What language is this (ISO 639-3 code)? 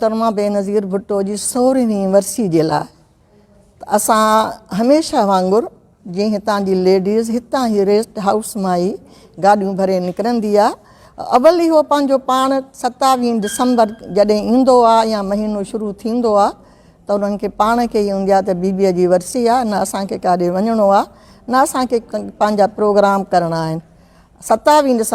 snd